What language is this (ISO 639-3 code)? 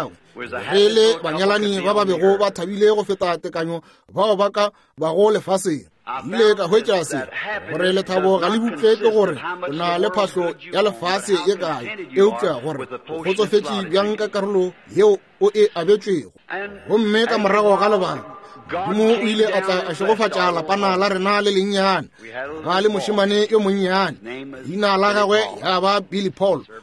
nso